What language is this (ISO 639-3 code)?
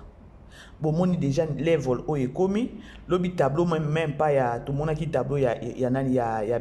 lin